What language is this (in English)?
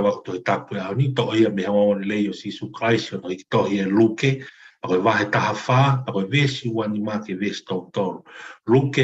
Tongan